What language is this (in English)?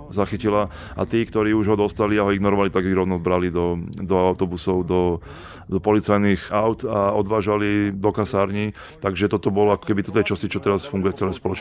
Slovak